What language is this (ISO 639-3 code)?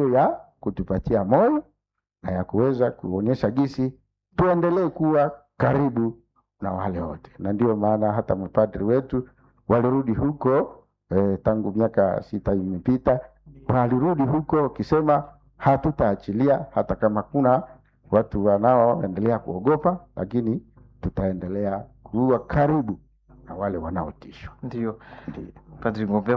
swa